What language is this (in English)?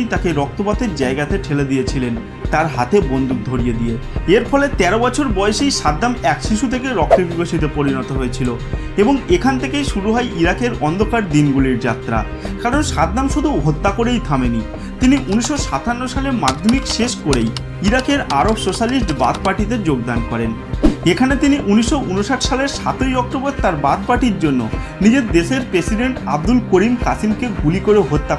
Bangla